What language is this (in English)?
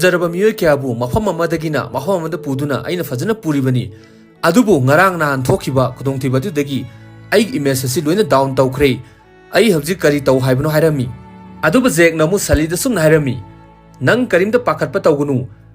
Manipuri